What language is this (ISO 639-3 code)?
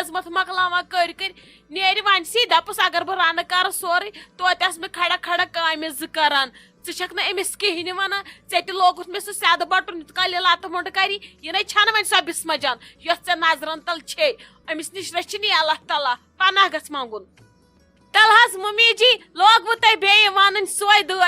kas